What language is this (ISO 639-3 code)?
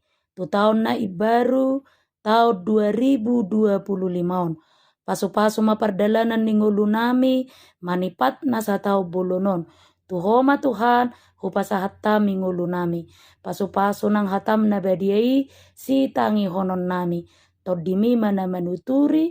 bbc